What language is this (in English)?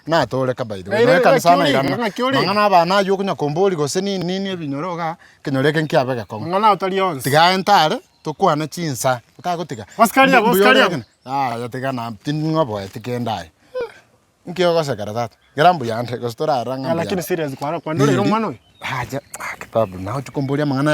Gusii